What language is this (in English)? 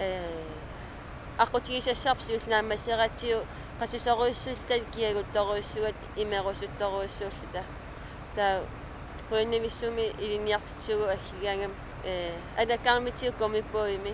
Kalaallisut